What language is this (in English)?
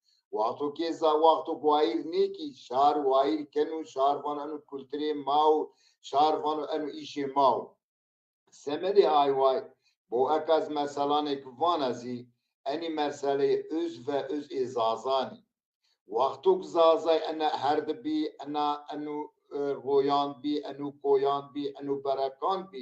Zaza